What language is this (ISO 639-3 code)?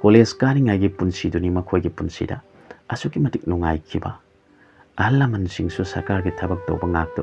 mni